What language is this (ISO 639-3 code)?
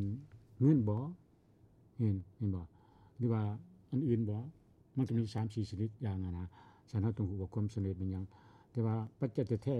lao